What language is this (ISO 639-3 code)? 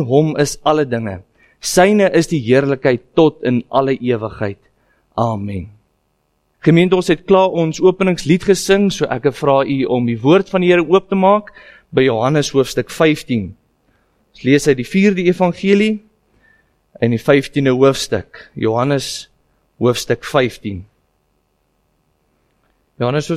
afr